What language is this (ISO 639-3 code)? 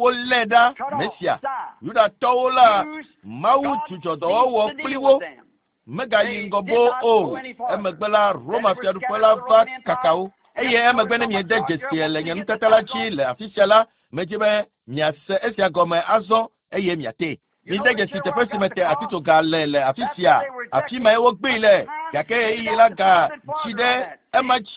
ewe